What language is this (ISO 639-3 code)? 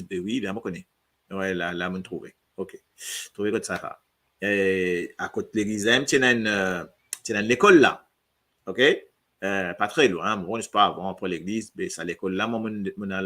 mfe